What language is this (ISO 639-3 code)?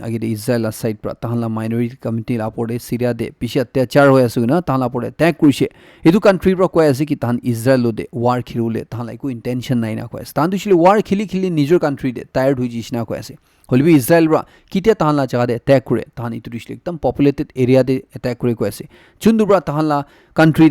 nag